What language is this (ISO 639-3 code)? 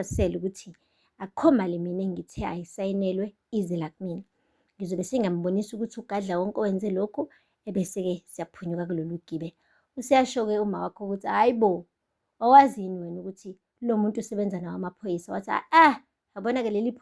zul